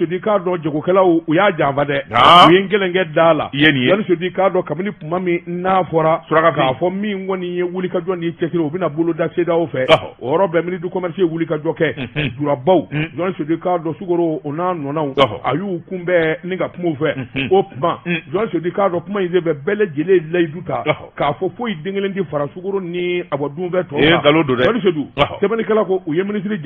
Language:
Bambara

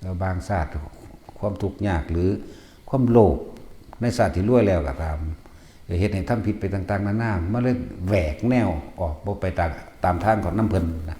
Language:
Northeastern Thai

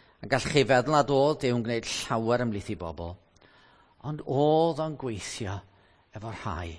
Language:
Welsh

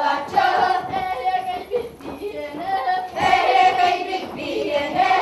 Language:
Yakut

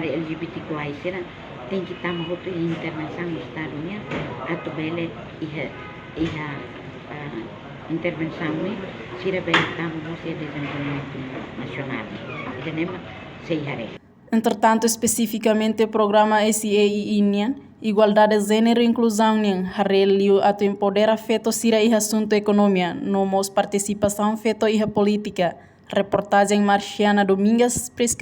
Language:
Tetum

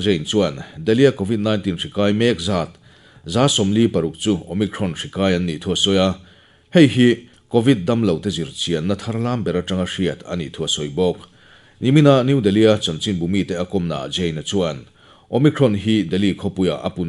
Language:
Mizo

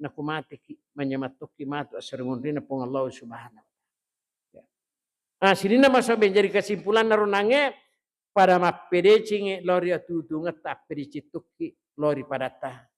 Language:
Buginese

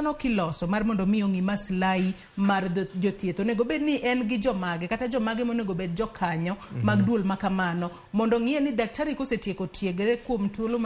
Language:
Luo (Kenya and Tanzania)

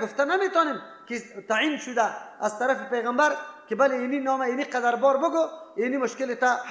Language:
Persian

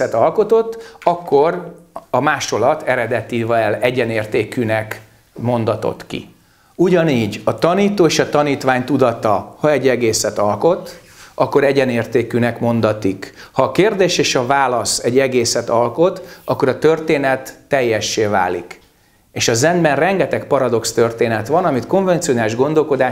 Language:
Hungarian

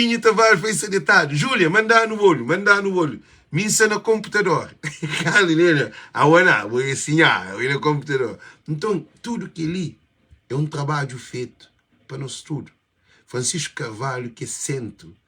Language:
Kabuverdianu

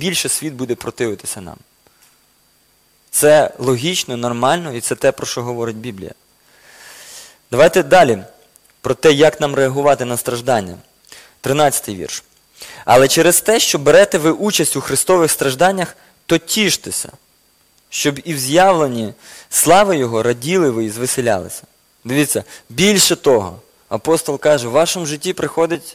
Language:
Ukrainian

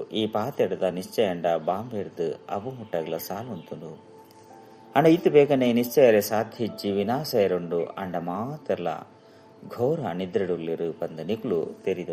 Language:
Tulu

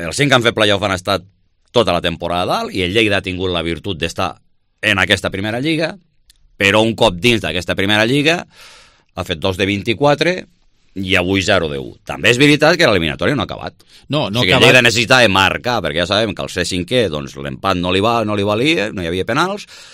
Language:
Catalan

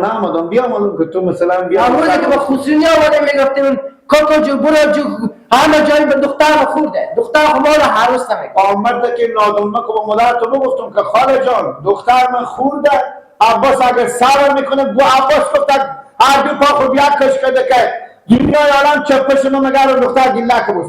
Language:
Hazaragi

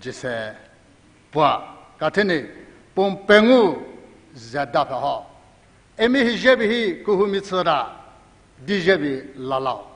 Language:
Tangkhul Naga (India)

